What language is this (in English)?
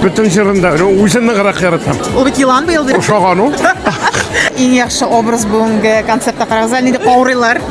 Tatar